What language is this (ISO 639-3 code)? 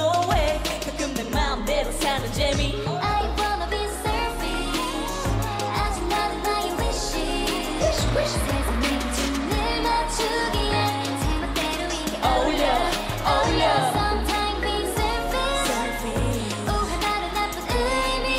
kor